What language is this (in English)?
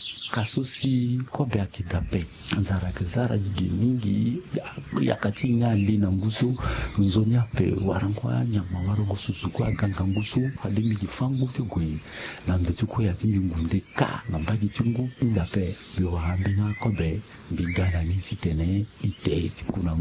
Sango